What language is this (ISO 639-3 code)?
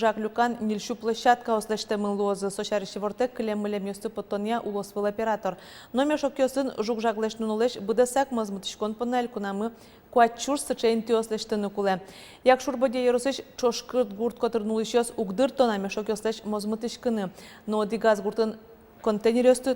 udm